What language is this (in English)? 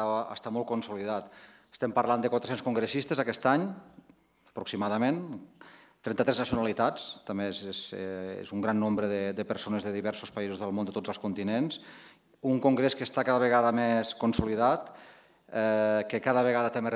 Catalan